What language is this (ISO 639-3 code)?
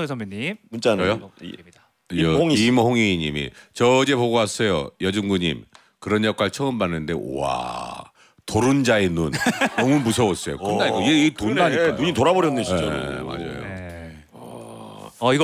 kor